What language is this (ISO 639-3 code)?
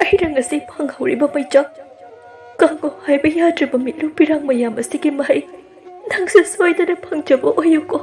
mni